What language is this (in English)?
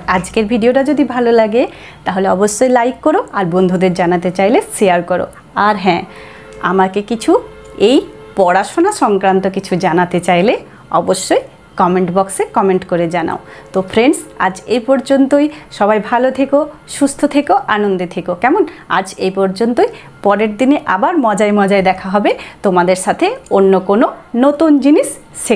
Bangla